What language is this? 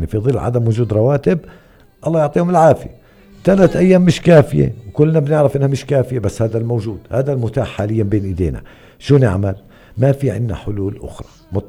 North Levantine Arabic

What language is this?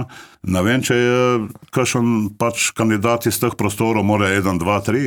Slovenian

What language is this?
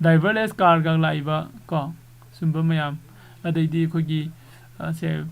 Manipuri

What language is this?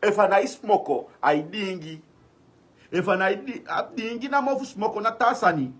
Sranan Tongo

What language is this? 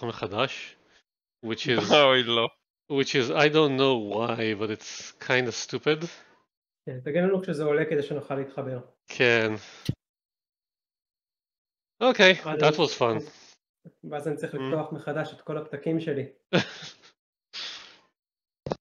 Hebrew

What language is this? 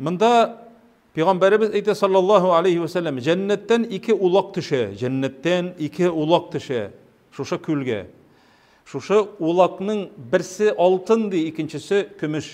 Tatar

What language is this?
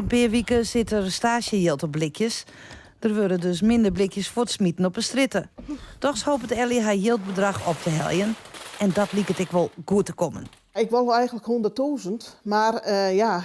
Western Frisian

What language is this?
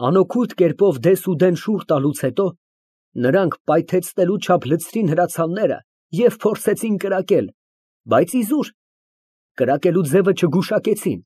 Armenian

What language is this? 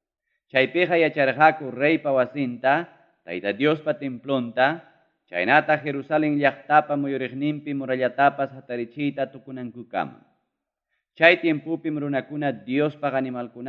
Ayacucho Quechua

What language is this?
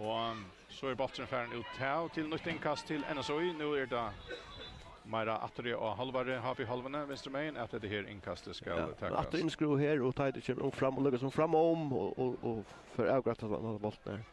Faroese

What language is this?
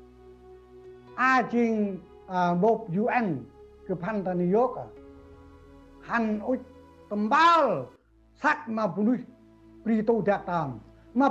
Central Mnong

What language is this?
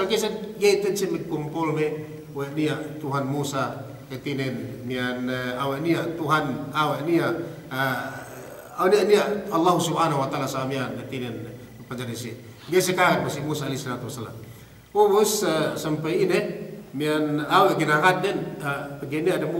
Yakan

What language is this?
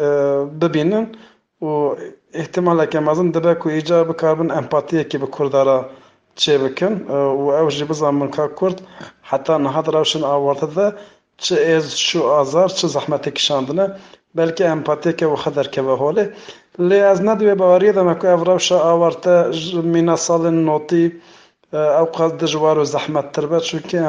Kurdish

